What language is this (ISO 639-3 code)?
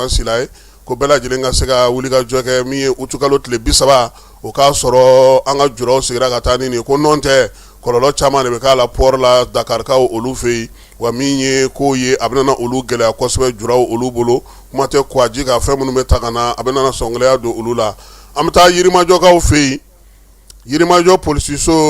bam